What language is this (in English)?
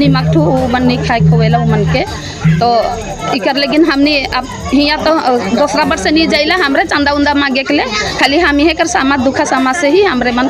Sadri